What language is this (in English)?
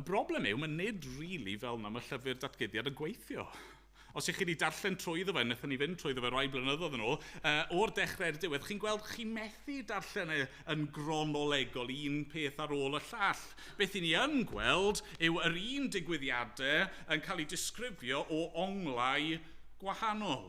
Welsh